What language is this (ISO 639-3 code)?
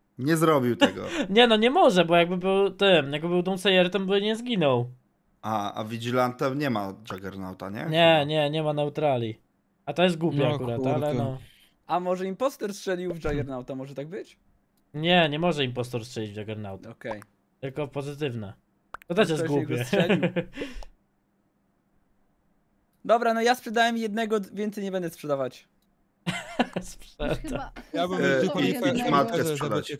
pol